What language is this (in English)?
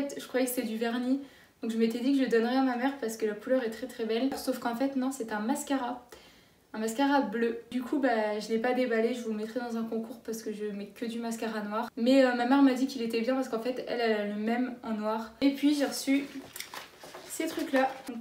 French